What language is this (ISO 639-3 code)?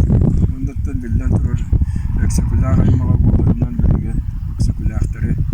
sah